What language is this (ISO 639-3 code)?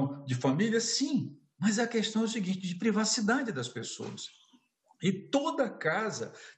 por